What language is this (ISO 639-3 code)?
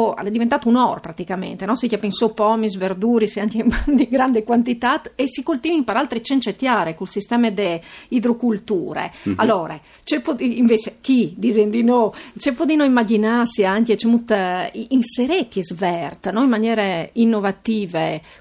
fur